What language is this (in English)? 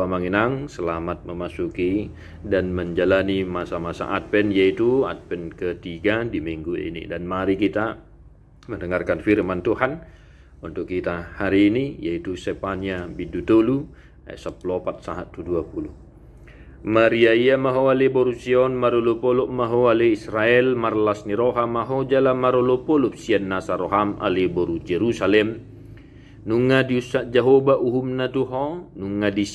Batak Toba